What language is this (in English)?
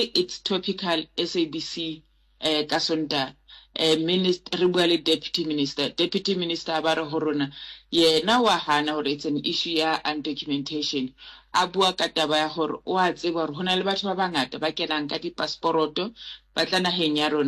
Southern Sotho